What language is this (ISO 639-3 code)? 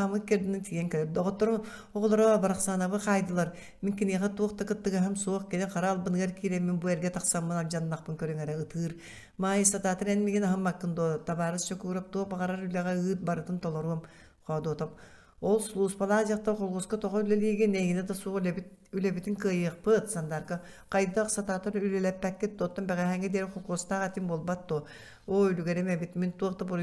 sah